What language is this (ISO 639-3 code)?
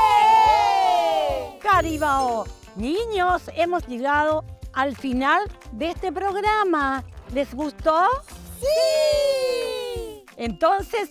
rap